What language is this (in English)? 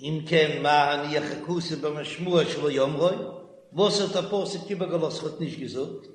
Yiddish